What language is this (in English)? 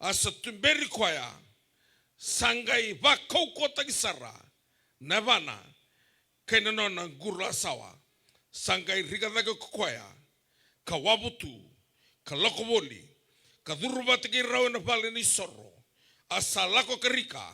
Fijian